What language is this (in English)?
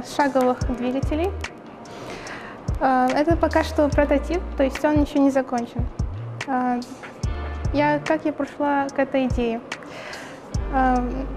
Russian